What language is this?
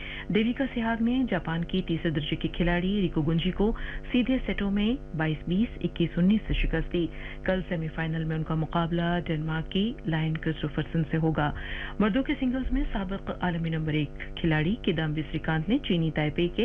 Urdu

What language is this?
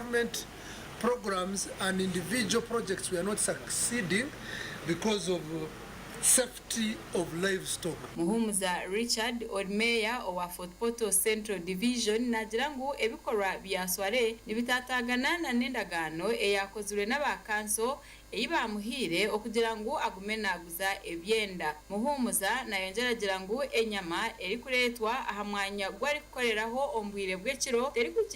Nyankole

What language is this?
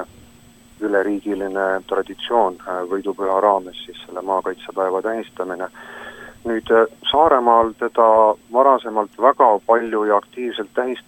Estonian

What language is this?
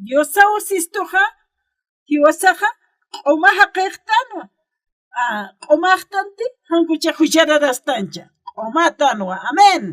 Aymara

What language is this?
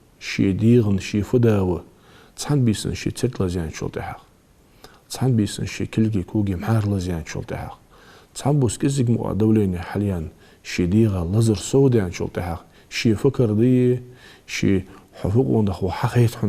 Ingush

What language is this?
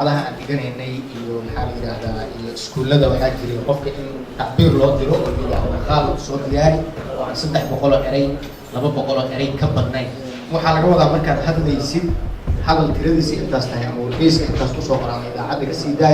Somali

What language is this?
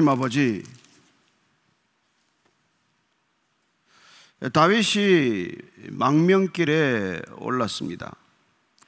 Korean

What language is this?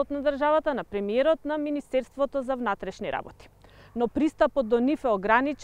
Macedonian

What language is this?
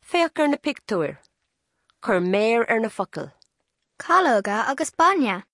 Irish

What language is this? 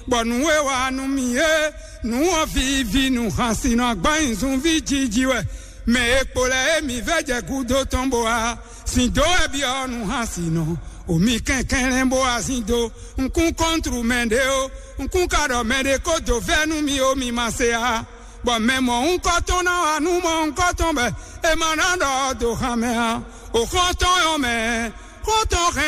Fon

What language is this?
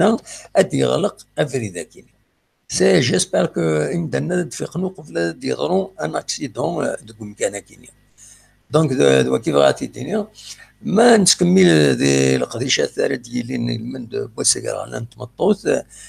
Kabyle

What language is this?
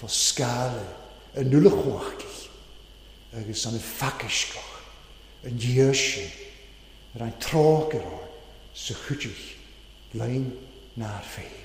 Welsh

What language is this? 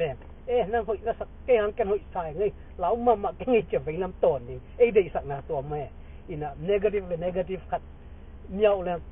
Tedim Chin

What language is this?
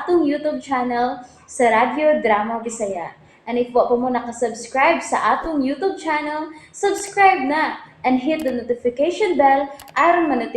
Cebuano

